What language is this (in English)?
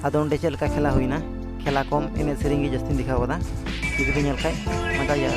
Santali